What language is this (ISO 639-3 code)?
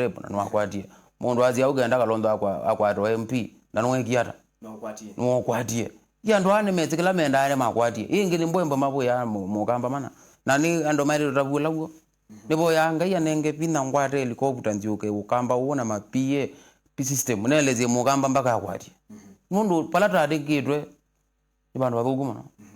kam